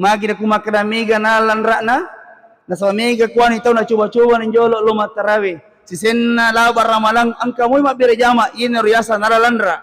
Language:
Buginese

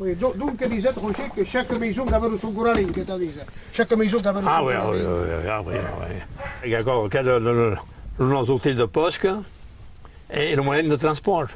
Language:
Occitan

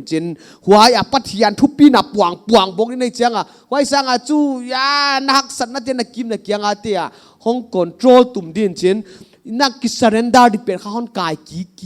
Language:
Paite Chin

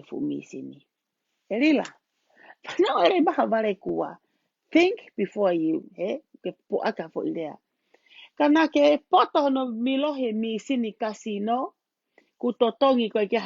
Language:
Tongan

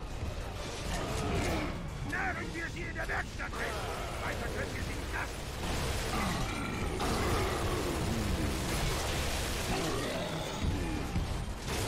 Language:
German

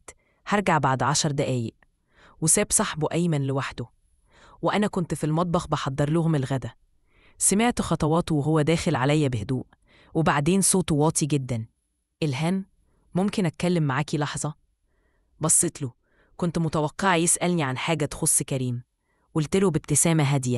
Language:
Egyptian Arabic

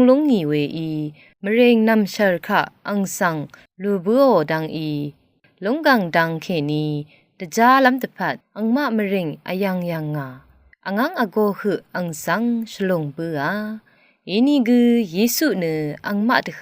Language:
Rawang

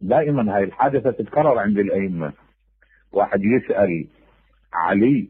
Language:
Mesopotamian Arabic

